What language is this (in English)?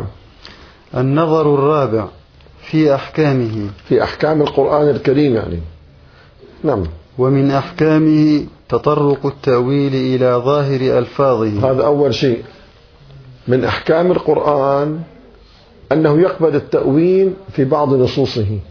Arabic